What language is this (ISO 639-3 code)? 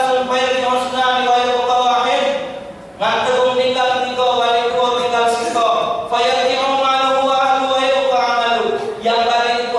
mui